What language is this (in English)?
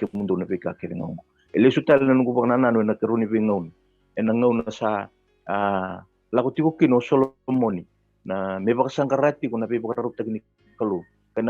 Fijian